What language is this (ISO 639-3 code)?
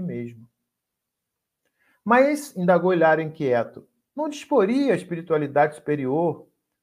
por